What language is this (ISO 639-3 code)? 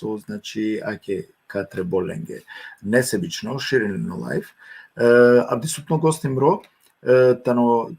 rmn